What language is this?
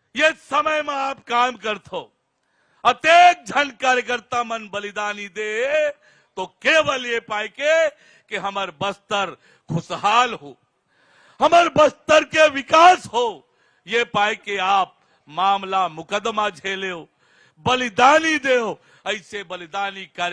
Chhattisgarhi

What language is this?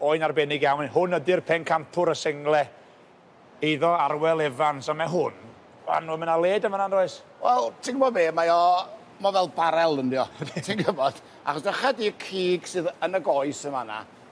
Welsh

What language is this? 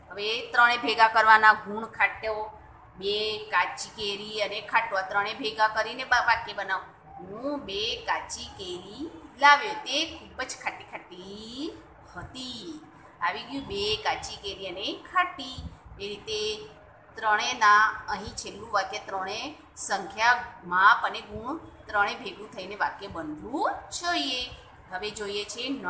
Gujarati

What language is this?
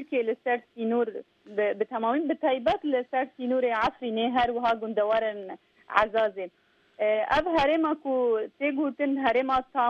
Kurdish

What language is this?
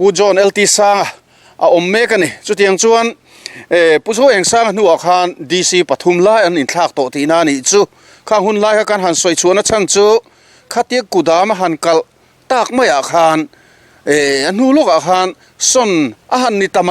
Mizo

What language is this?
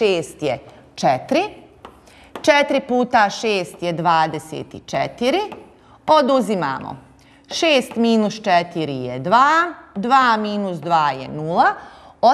Bosnian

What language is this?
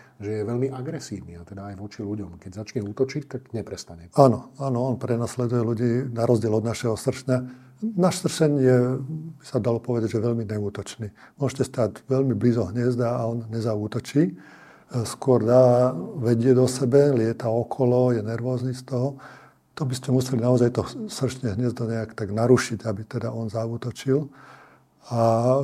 Slovak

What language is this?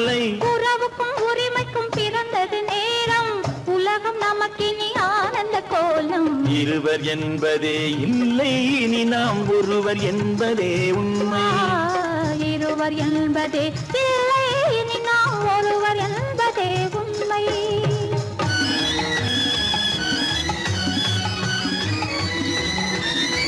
Tamil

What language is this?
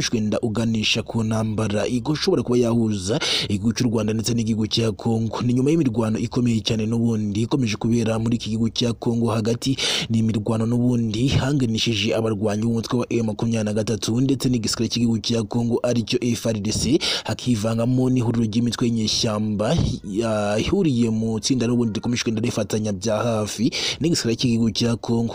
Kinyarwanda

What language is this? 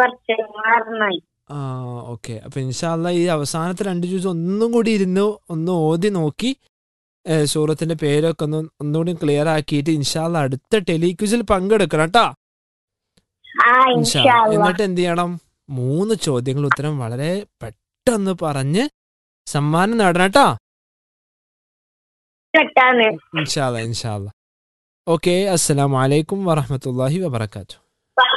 Malayalam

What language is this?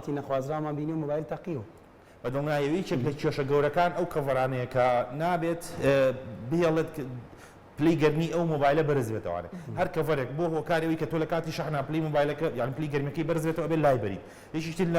Central Kurdish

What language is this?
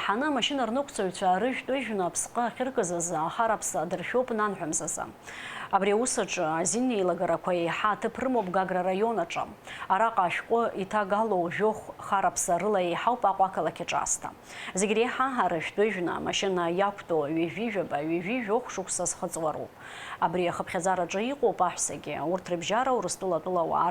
Abkhazian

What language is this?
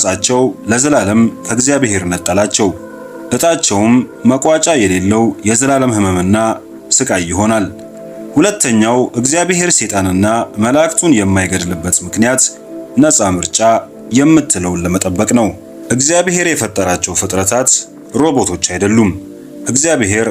Amharic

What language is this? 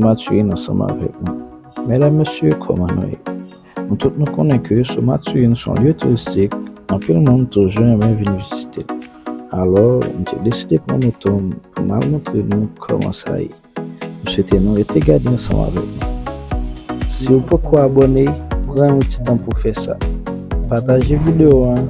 Haitian Creole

